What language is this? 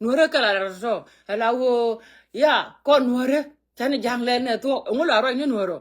Nuer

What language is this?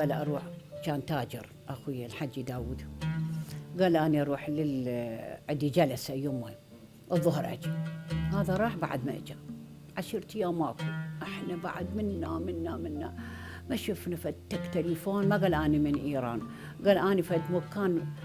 Mesopotamian Arabic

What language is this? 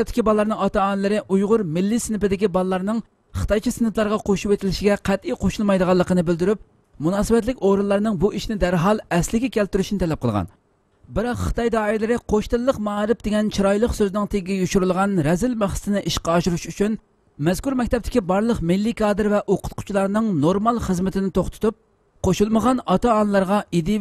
Uyghur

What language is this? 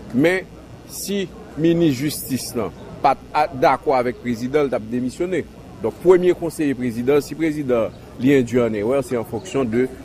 Haitian Creole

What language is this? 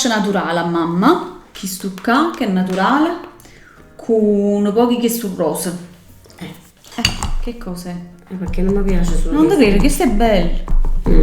Neapolitan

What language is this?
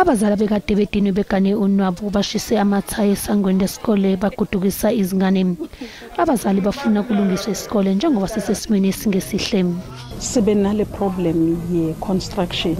Zulu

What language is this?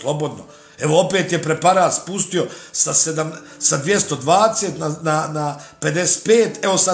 Bosnian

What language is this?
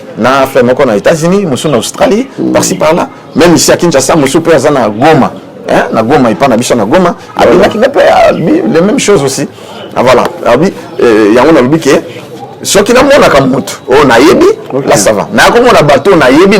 Lingala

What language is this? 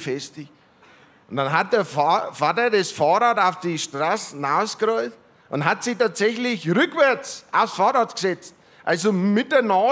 German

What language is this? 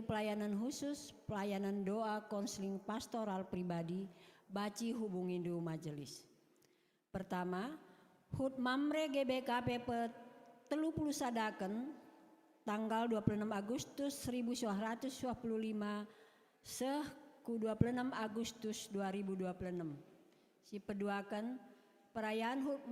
Batak Karo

